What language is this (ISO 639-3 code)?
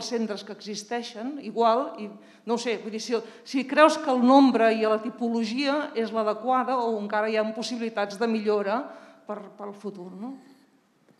cat